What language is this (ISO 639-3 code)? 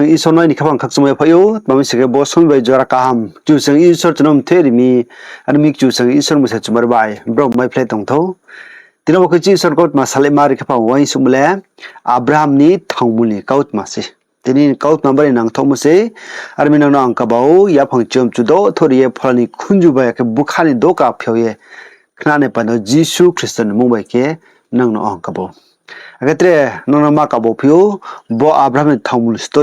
ria